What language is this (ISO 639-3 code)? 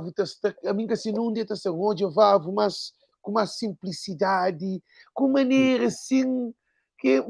kea